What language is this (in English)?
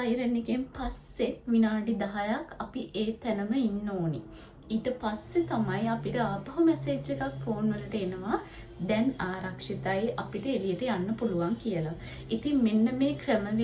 Sinhala